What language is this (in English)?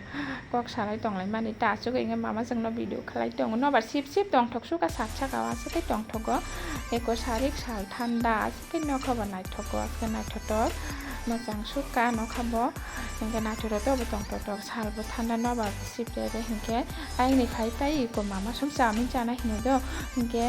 Kok Borok